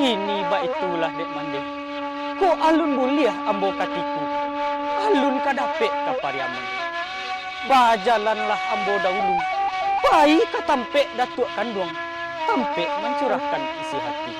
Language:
Minangkabau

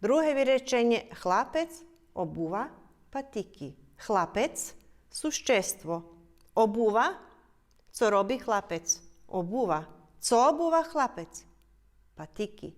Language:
Rusyn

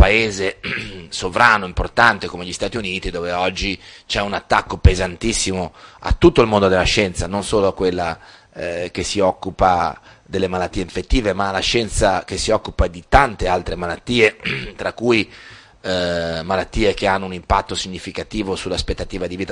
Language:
Italian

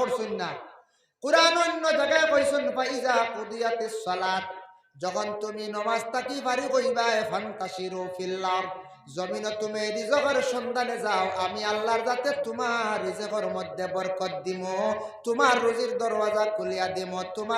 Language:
Sylheti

